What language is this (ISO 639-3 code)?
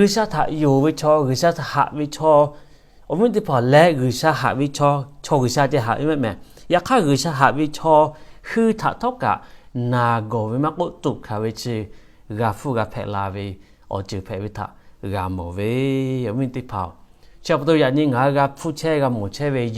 lhu